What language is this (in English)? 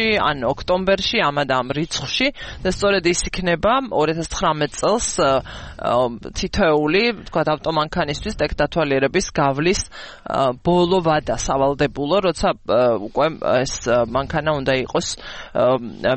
Georgian